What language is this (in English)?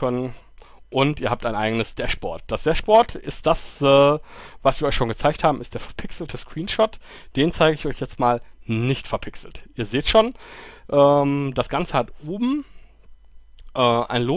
German